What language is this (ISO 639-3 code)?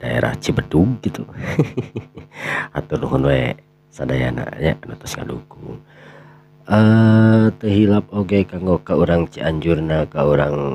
sun